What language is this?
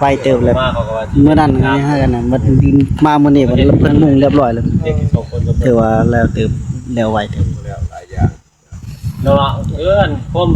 Northeastern Thai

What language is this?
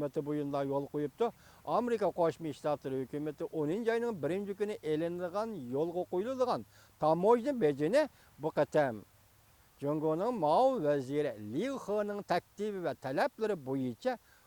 Uyghur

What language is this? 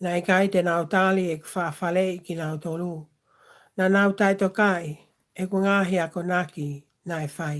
Tongan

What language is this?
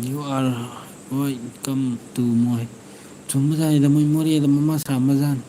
Manipuri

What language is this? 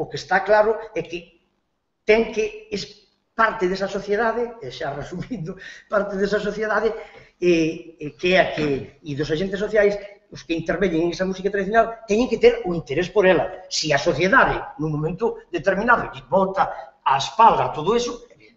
Galician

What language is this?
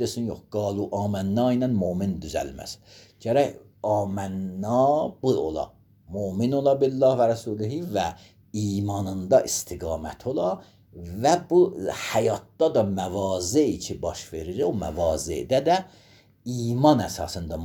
Azerbaijani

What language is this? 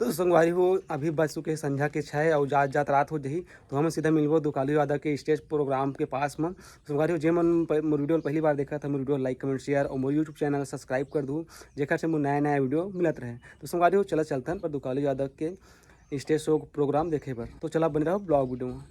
Chhattisgarhi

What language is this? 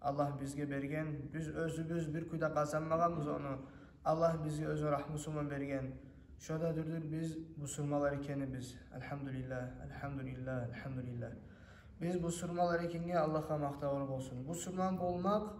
Kumyk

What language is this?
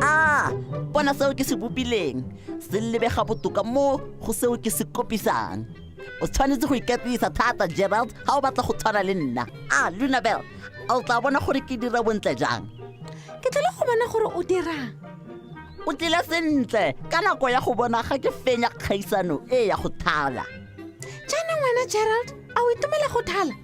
Tswana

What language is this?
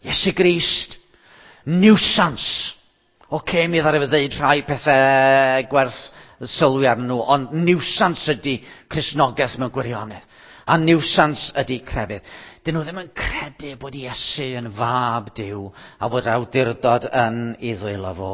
Welsh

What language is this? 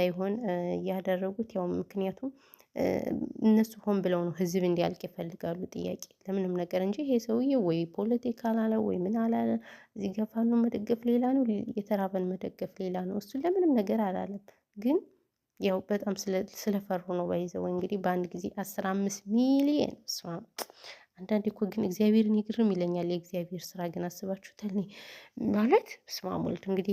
Amharic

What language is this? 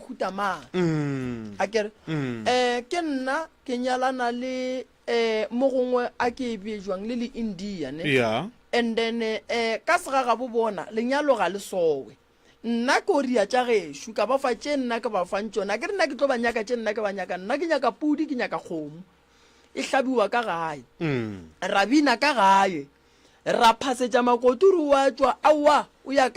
Northern Sotho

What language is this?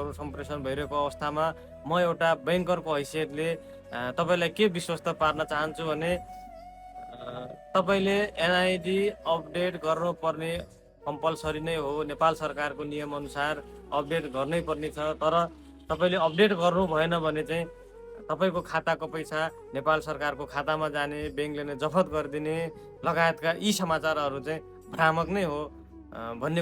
Nepali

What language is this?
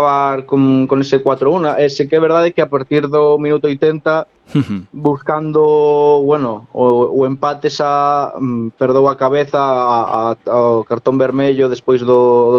Galician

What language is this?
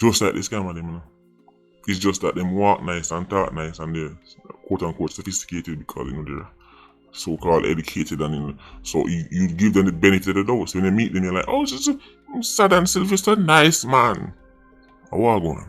Jamaican Creole English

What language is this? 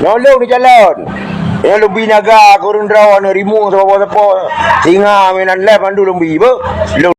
Achinese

